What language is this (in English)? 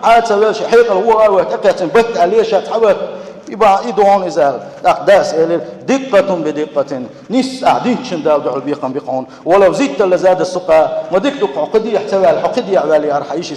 Chechen